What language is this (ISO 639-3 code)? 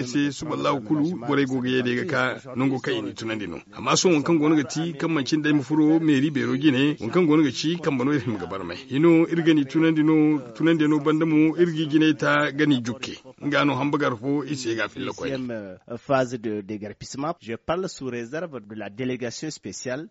dje